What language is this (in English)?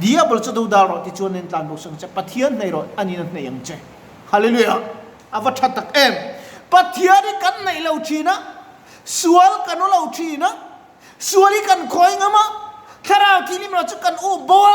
Mizo